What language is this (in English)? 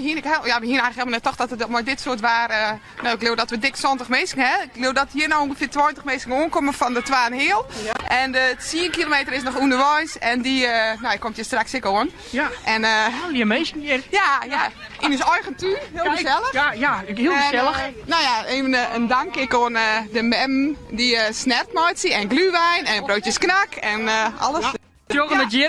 Western Frisian